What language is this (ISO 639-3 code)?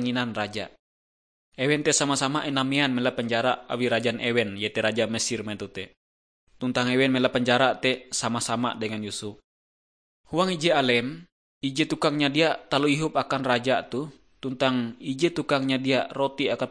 nij